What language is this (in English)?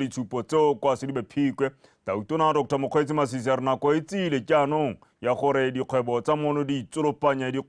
Tswana